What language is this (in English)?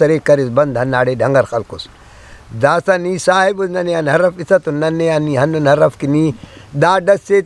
Brahui